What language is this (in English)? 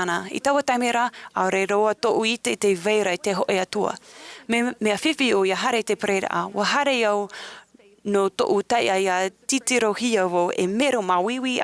Tahitian